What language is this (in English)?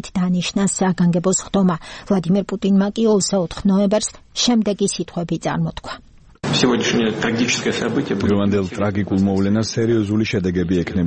Georgian